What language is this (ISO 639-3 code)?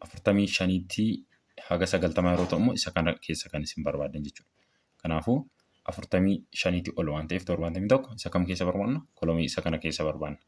orm